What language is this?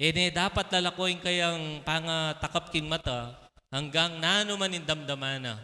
Pampanga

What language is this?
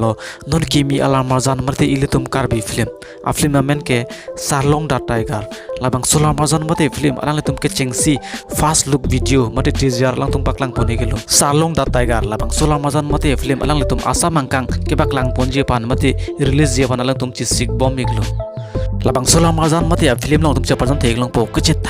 Karbi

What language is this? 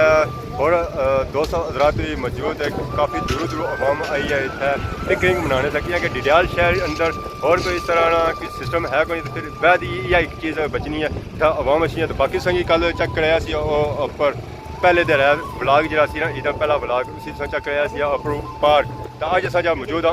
Pahari-Potwari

